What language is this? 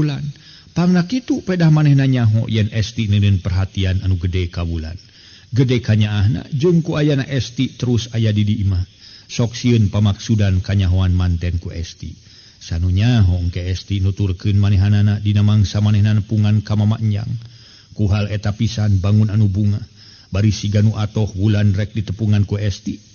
Sundanese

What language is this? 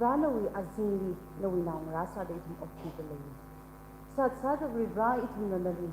Tangkhul Naga (India)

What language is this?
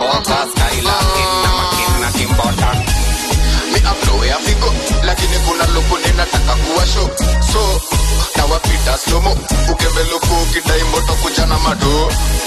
Swahili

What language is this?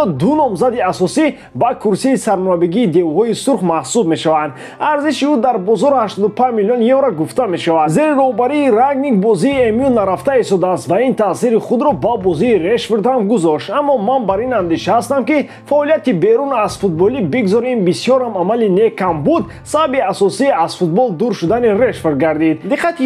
Tajik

